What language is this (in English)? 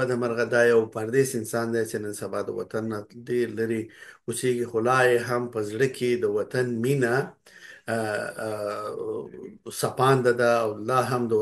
Pashto